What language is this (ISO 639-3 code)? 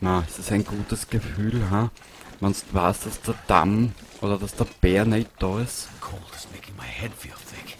bar